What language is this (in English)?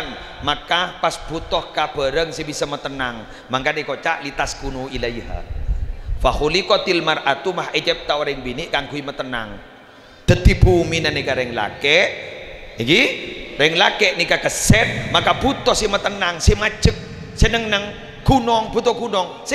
Madurese